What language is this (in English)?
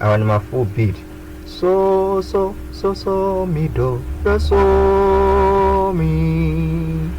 Nyanja